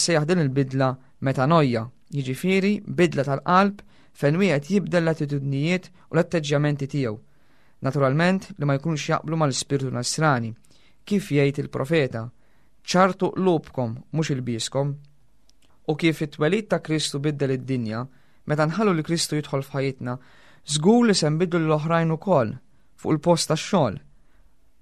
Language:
Maltese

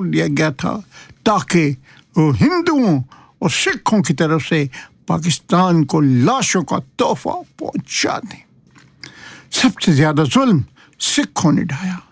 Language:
Urdu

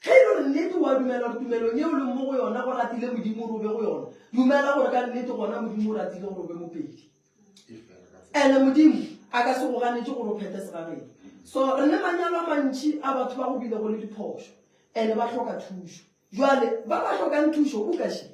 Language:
Northern Sotho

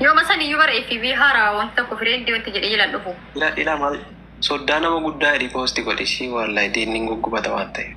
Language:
Oromo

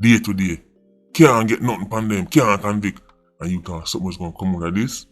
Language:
Jamaican Creole English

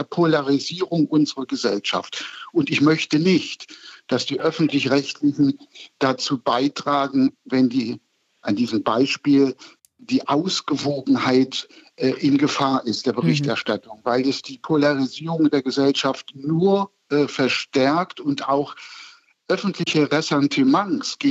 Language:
German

